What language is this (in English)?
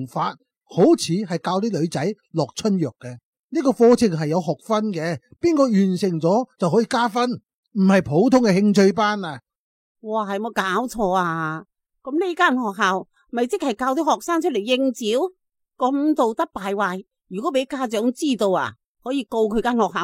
Cantonese